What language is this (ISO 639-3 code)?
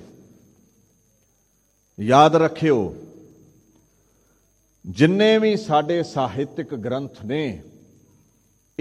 pan